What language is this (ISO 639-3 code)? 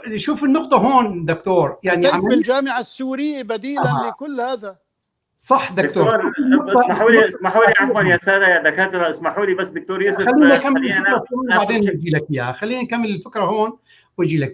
apc